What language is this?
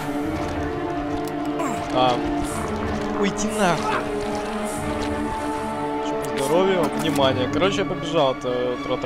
Russian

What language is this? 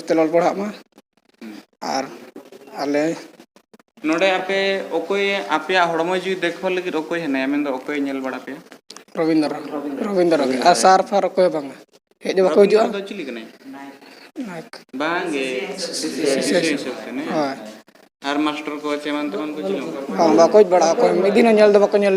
Santali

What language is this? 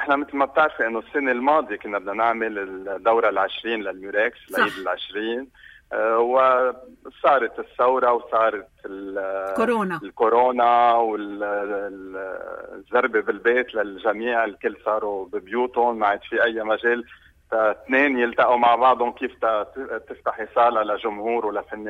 North Levantine Arabic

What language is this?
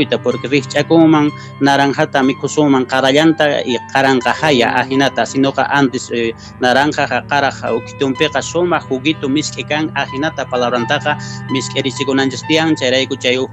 Quechua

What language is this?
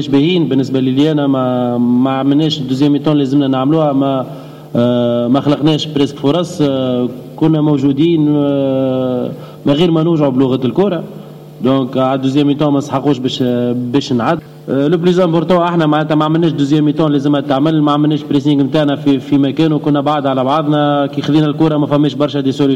Tunisian Arabic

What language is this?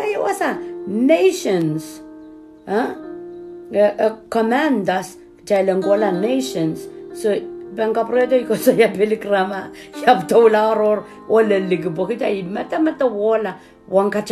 Pohnpeian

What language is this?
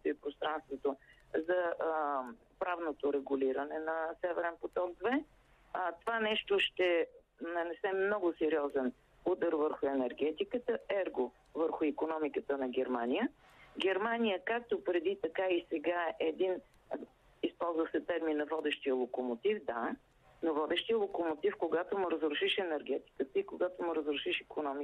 Bulgarian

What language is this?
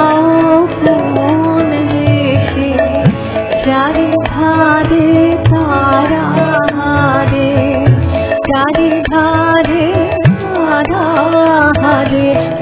Bangla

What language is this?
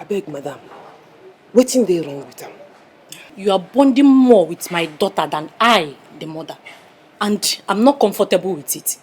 Nigerian Pidgin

